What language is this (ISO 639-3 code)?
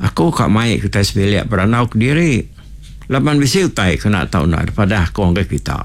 iba